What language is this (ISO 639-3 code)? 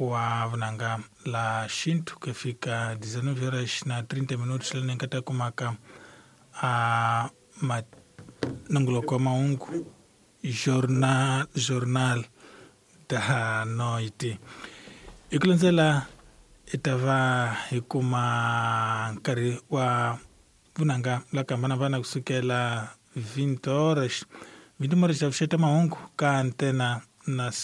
tso